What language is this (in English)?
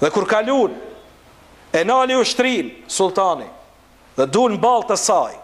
Albanian